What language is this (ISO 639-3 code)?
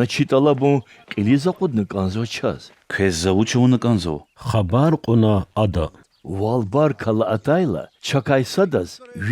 lez